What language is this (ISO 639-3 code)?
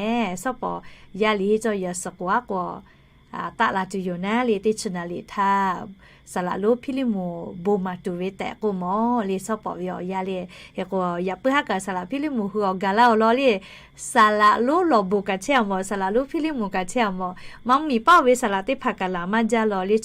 lhu